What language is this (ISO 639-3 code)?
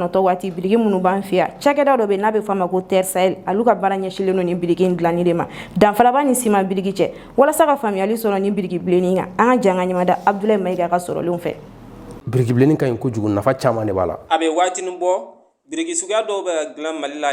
bam